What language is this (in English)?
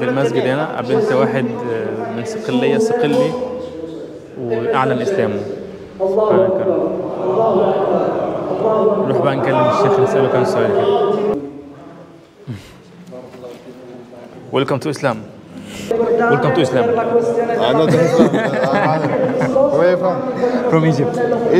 Egyptian Arabic